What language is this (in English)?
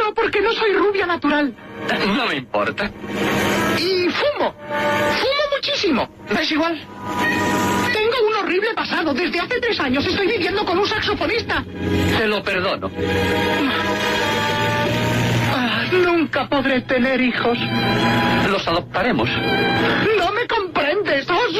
Spanish